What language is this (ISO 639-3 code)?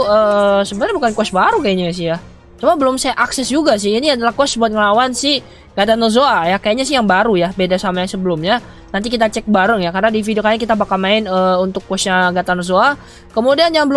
ind